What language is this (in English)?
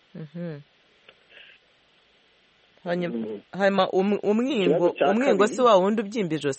Kinyarwanda